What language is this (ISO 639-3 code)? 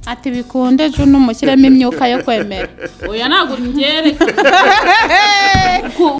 kin